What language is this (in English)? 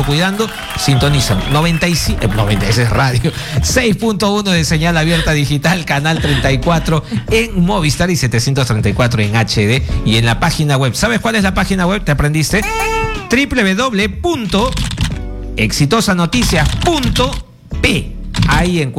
Spanish